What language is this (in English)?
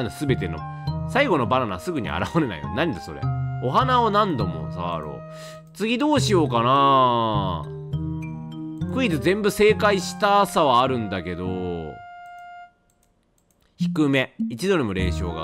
Japanese